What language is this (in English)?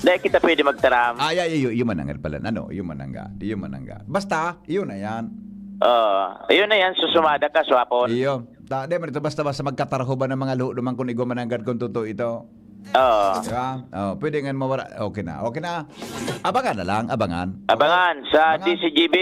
Bikol